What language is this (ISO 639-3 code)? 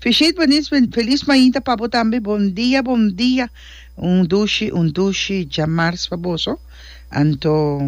pap